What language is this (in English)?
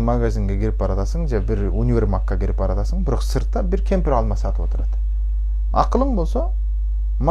Kyrgyz